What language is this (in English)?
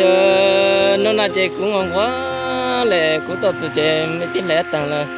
Hmong